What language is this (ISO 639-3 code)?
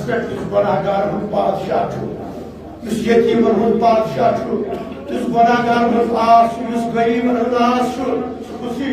kas